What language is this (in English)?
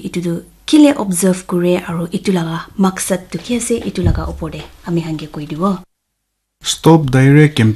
Naga Pidgin